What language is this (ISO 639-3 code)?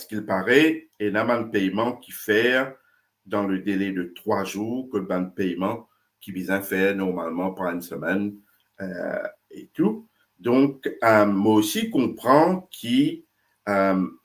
mfe